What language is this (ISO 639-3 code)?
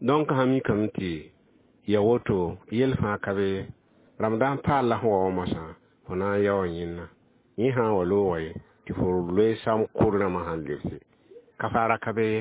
mos